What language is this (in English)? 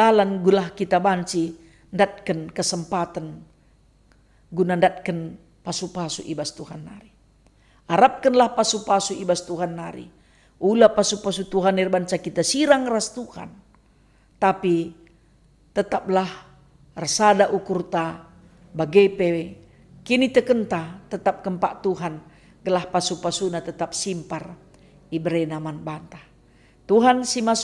Batak Karo